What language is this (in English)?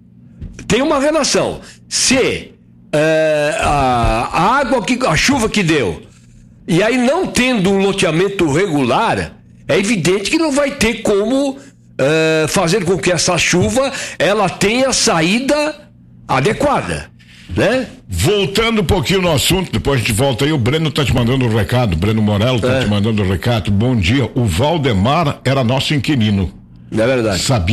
Portuguese